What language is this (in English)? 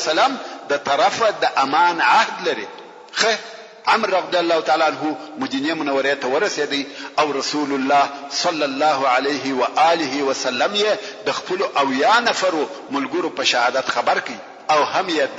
Pashto